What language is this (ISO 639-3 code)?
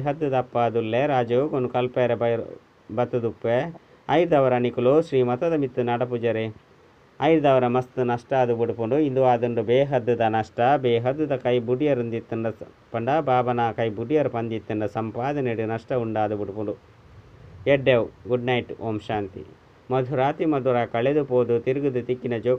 tcy